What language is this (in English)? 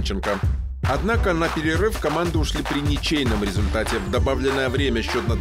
Russian